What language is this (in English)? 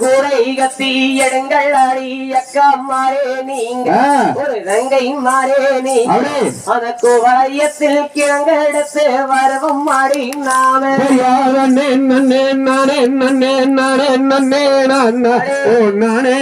Tamil